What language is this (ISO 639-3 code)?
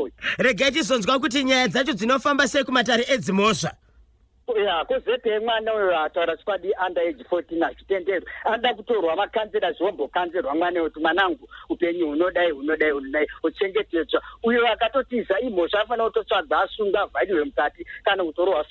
sna